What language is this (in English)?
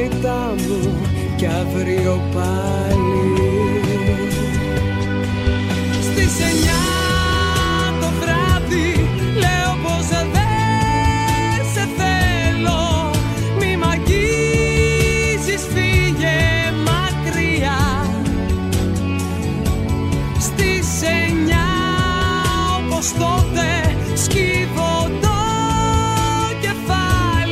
Greek